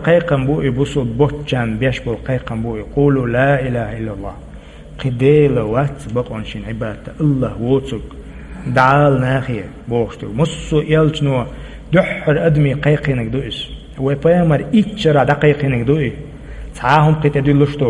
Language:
Chechen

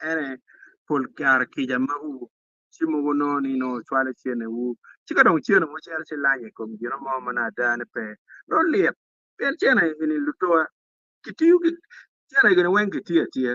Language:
Acoli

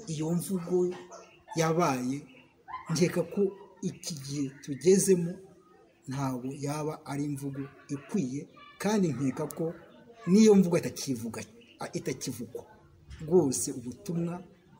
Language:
Kinyarwanda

